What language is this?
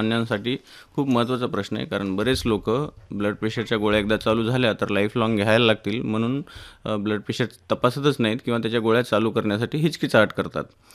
Marathi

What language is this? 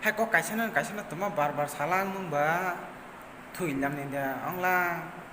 Kok Borok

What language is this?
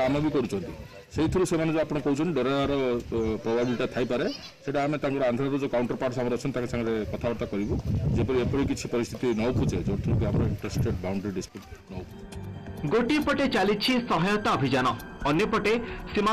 Odia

